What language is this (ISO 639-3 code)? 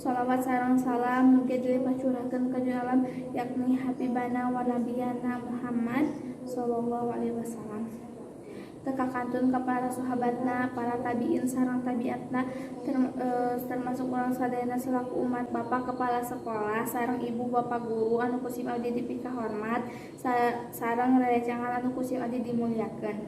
sun